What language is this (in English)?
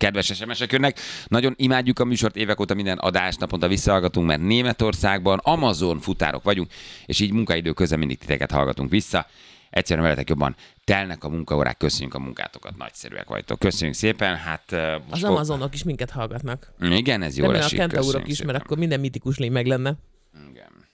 Hungarian